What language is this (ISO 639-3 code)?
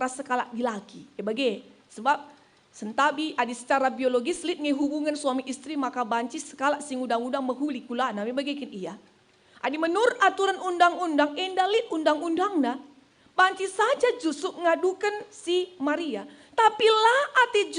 btx